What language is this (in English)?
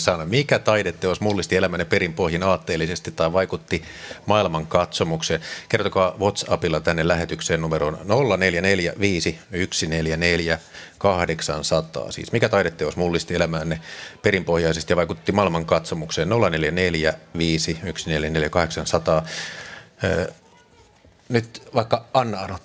Finnish